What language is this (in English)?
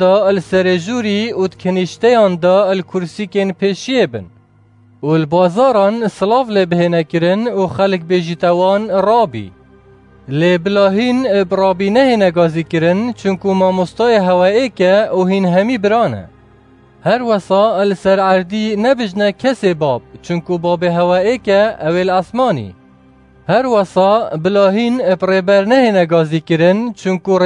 Kurdish